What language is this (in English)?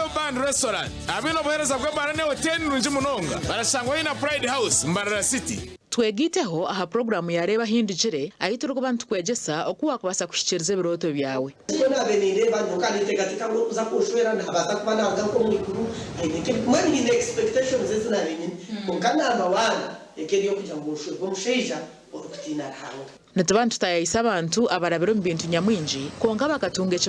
Nyankole